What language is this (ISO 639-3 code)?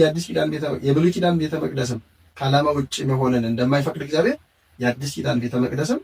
amh